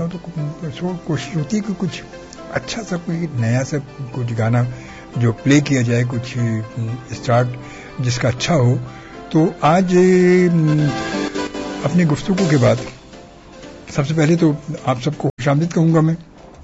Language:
Urdu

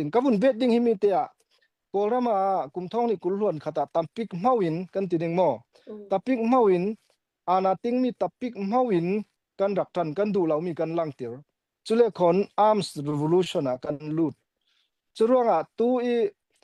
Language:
Falam Chin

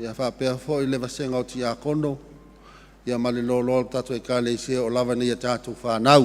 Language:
Samoan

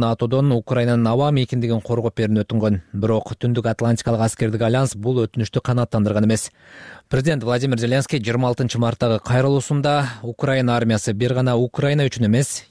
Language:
Kyrgyz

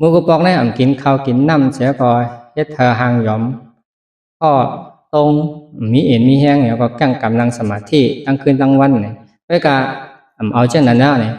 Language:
Shan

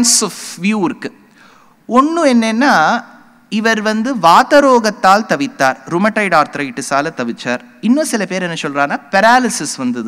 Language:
Tamil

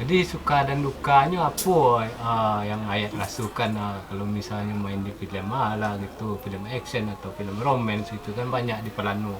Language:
Minangkabau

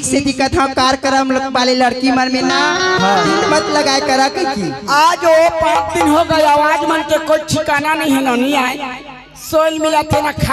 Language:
Chhattisgarhi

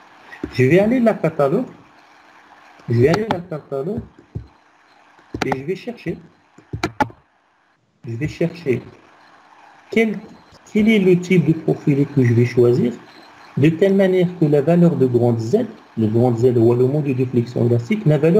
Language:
French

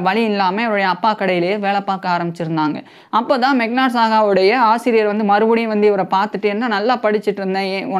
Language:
Tamil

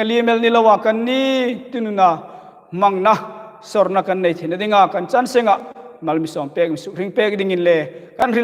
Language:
Hmar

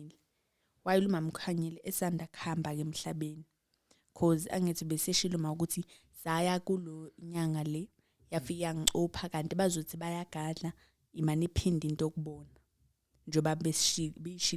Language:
Zulu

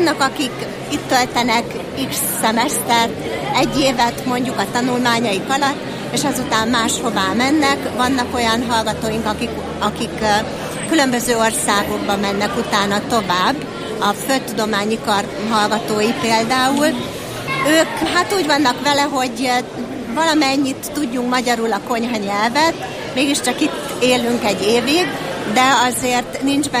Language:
Hungarian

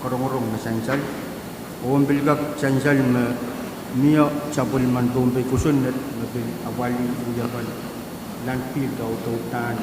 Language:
Pohnpeian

